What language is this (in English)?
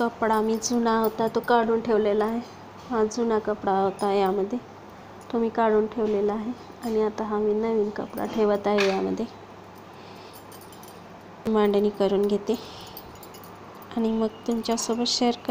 Marathi